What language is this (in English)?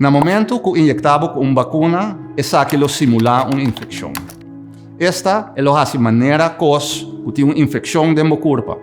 Papiamento